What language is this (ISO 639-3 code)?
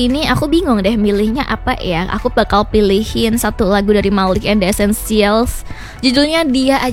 ind